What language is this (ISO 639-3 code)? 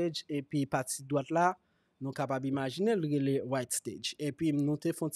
hat